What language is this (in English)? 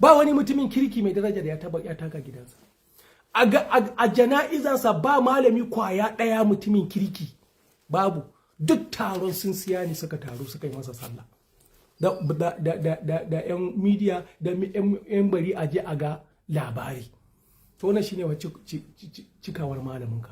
Hausa